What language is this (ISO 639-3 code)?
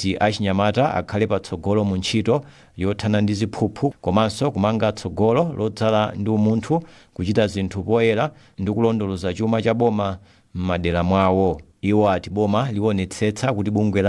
nya